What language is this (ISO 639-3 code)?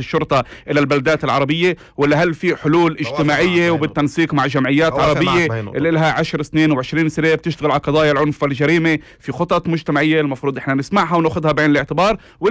apc